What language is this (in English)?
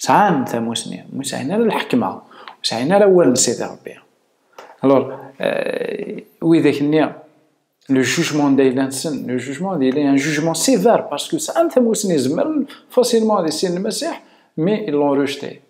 Kabyle